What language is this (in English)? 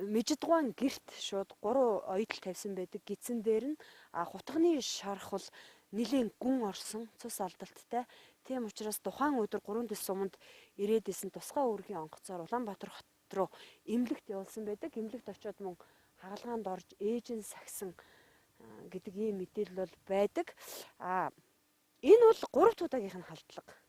Mongolian